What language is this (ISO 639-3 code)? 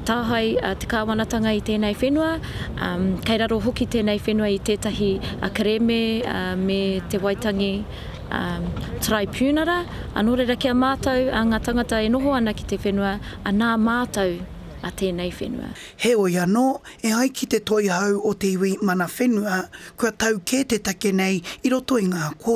mri